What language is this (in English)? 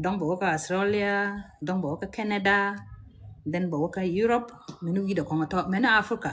Nuer